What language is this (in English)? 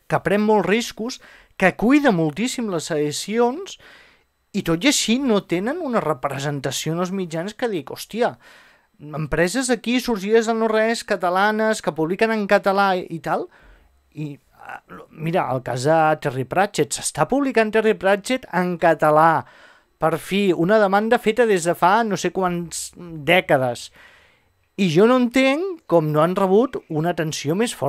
Catalan